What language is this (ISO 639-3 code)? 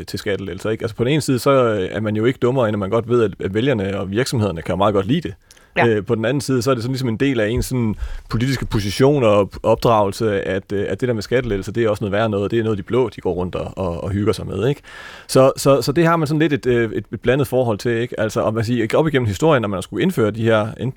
dan